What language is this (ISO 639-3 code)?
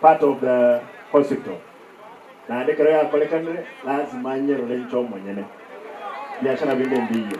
guz